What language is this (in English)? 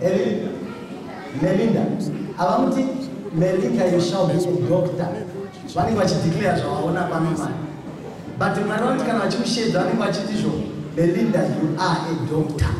Shona